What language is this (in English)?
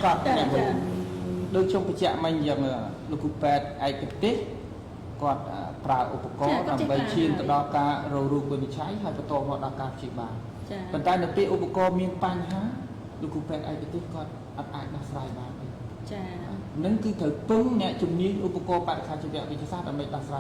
Khmer